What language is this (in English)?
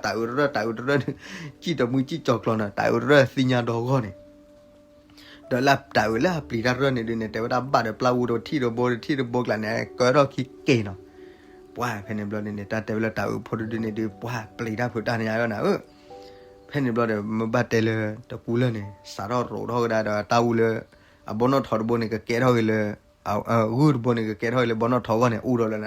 S'gaw Karen